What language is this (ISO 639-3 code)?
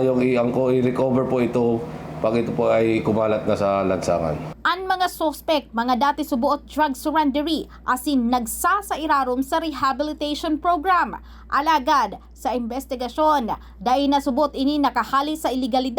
bik